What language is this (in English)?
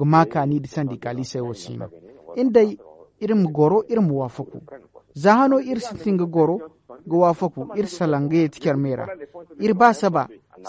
Zarma